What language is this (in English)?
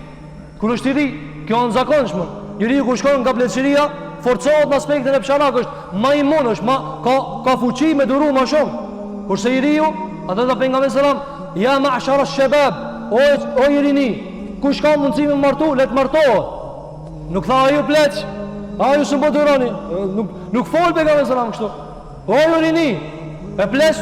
Albanian